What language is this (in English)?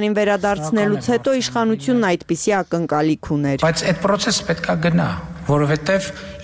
Armenian